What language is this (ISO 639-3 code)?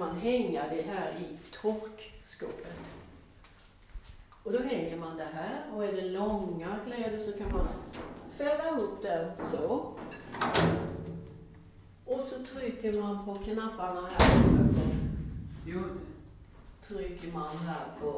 swe